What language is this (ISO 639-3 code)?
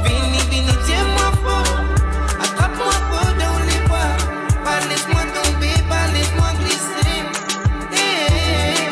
mfe